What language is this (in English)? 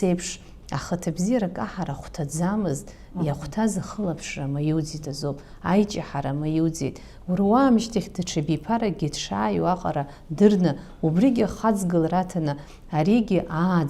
Abkhazian